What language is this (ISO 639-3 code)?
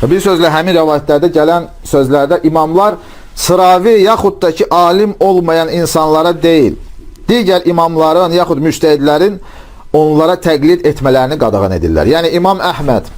aze